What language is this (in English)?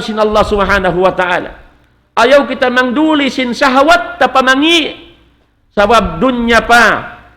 Tausug